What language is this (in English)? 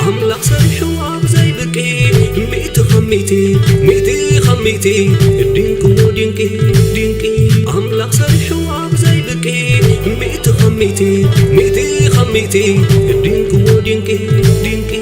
Tigrinya